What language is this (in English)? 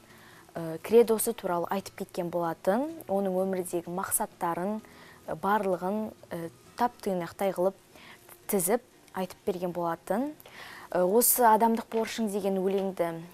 Kazakh